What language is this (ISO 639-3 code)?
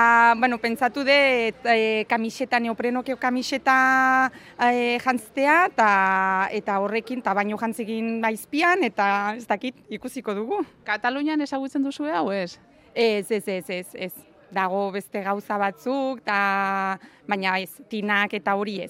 eus